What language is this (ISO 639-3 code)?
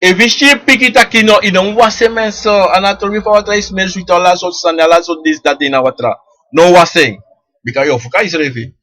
srn